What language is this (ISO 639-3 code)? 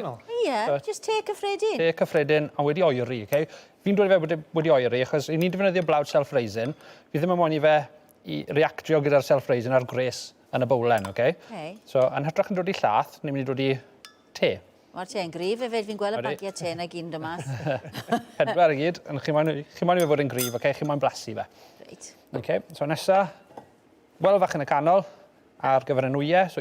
cym